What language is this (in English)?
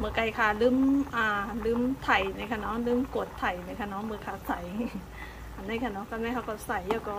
Shan